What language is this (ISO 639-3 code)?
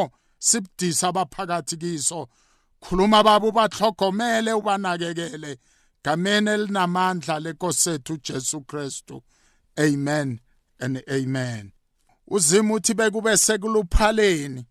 nbl